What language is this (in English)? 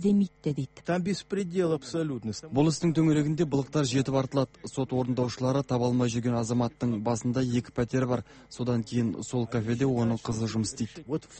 Kazakh